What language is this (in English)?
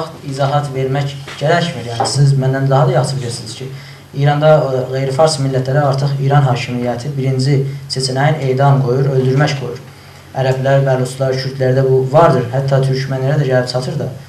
South Azerbaijani